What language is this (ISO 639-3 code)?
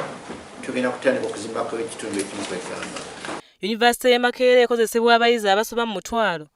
lug